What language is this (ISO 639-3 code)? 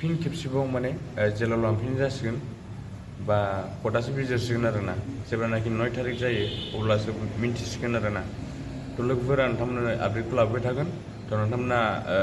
brx